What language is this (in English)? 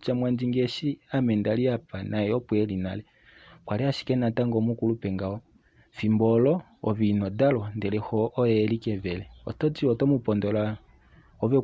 Kuanyama